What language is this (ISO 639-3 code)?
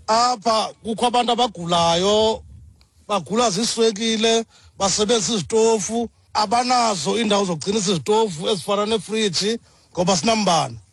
xho